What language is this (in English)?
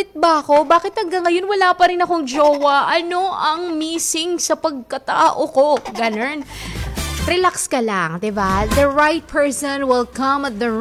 Filipino